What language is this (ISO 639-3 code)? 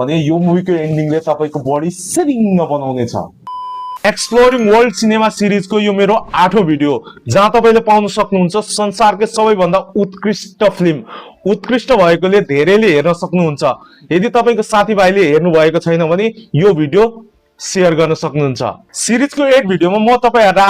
nep